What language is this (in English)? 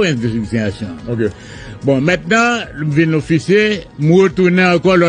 Haitian Creole